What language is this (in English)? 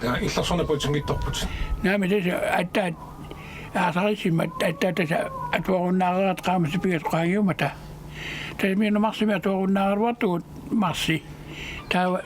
Kalaallisut